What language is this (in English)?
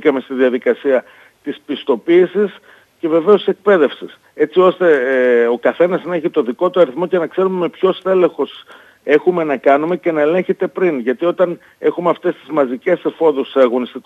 Greek